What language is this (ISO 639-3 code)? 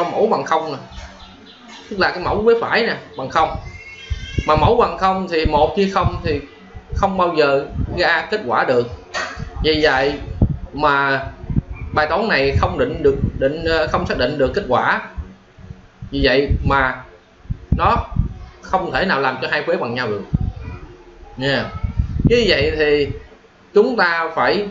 vie